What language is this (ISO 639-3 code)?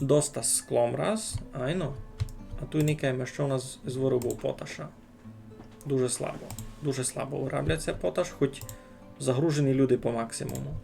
rue